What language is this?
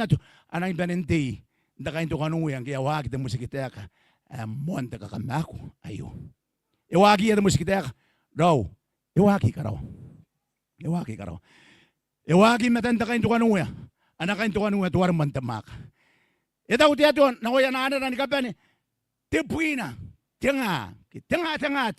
Gilbertese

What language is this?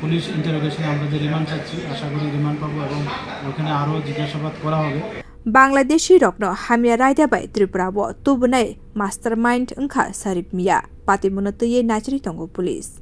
Kok Borok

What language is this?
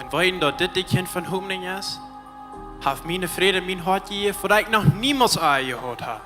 Plautdietsch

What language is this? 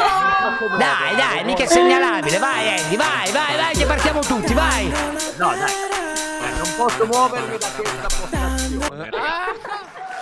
Italian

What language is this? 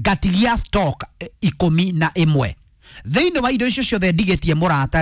Kikuyu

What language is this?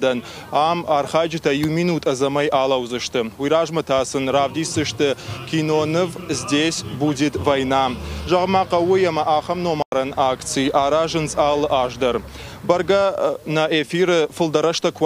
Ossetic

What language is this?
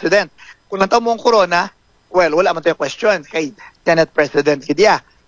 Hiligaynon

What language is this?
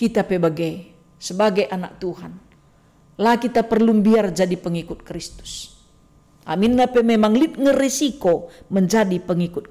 Batak Karo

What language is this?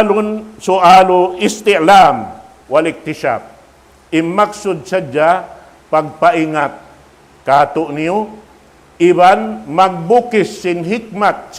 Tausug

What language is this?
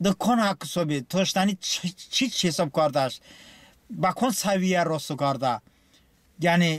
Talysh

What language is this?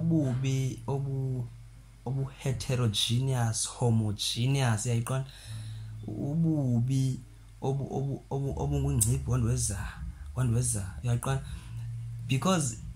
Xhosa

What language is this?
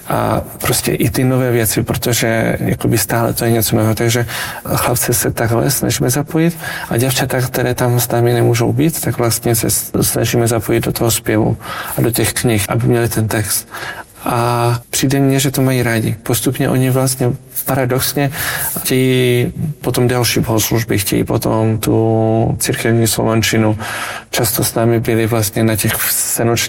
Czech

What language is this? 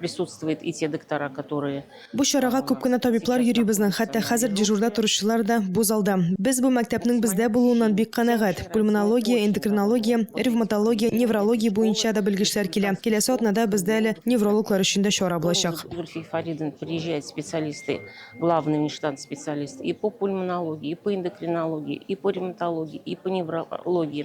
Tatar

